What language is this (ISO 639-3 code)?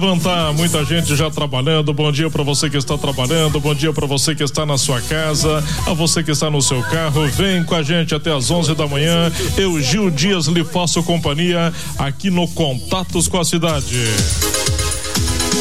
por